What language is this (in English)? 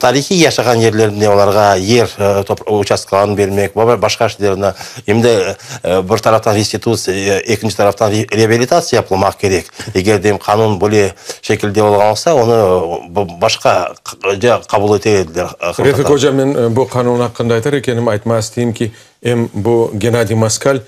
Crimean Tatar